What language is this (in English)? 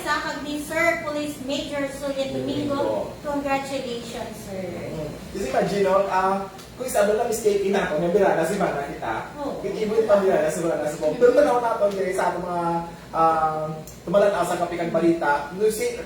Hiligaynon